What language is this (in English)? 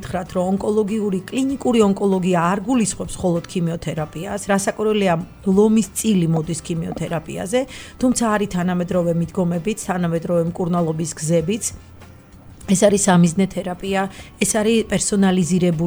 Georgian